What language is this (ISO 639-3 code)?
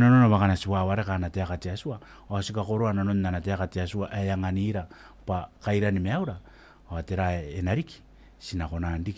gil